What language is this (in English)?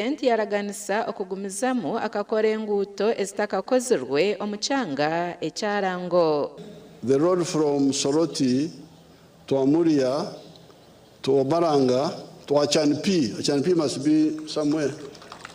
Nyankole